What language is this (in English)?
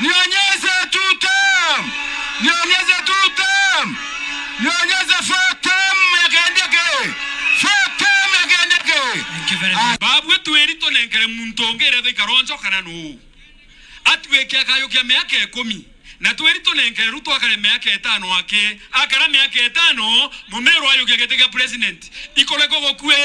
Meru